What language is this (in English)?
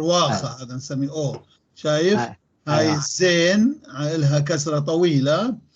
North Levantine Arabic